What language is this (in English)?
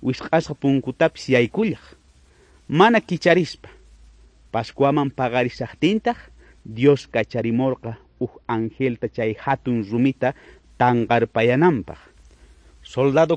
South Bolivian Quechua